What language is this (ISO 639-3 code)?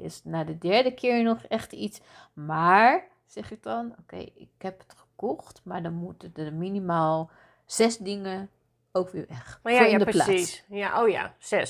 nld